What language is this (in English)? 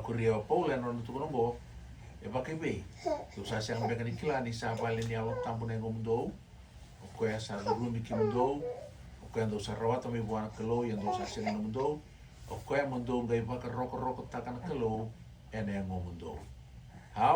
Fijian